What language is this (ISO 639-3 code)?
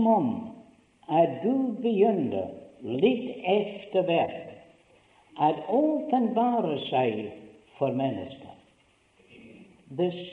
nor